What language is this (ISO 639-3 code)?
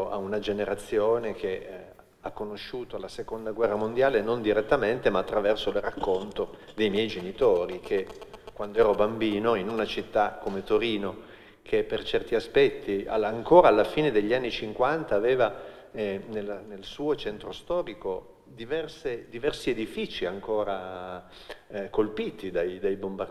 ita